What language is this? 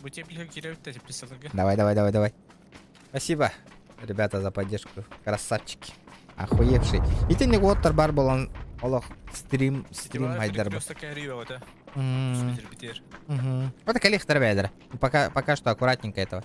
Yakut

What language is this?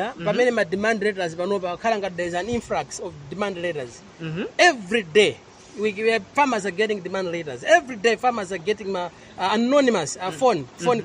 Nyanja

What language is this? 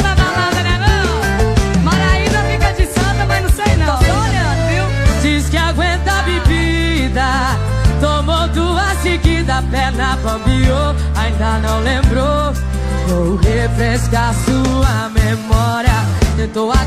Portuguese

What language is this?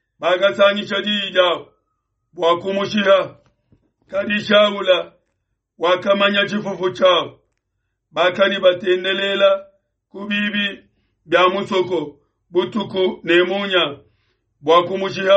Luba-Lulua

